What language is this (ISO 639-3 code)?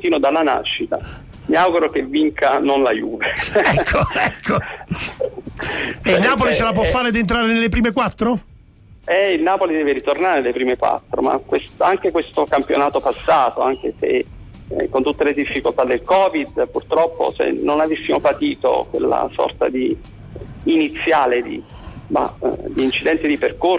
ita